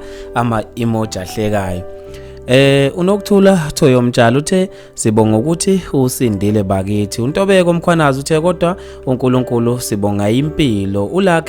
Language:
Zulu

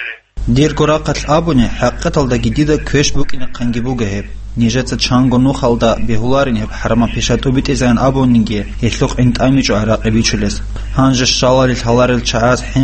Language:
Avaric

